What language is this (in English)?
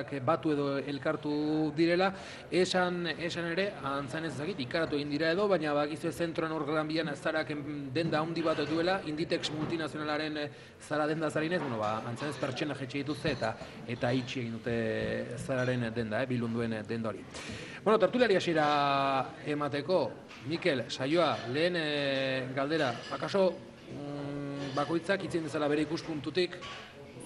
Basque